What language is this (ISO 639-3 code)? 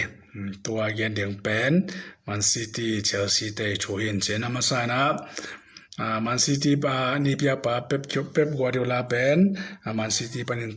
ctd